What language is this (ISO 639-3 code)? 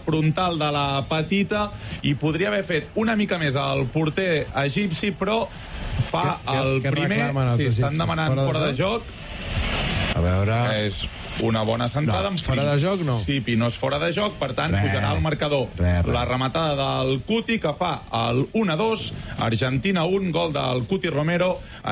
cat